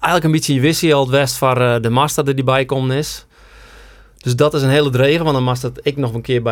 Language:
Western Frisian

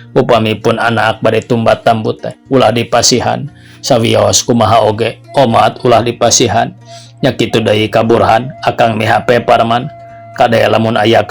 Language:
Sundanese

